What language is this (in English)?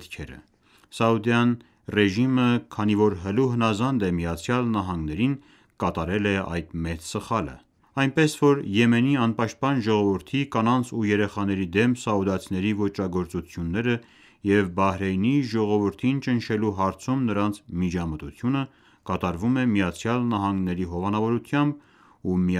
Armenian